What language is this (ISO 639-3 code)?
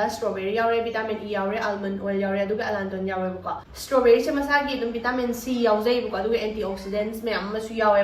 mni